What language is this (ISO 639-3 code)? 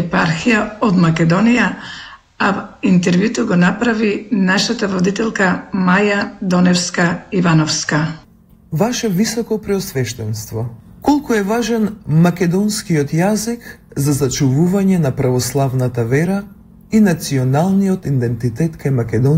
mkd